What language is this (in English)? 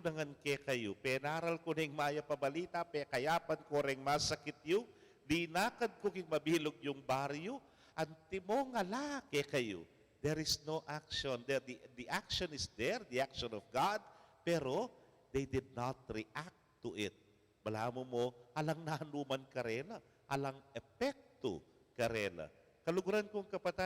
Pampanga